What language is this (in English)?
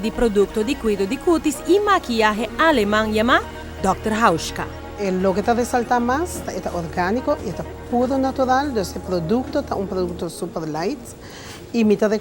Papiamento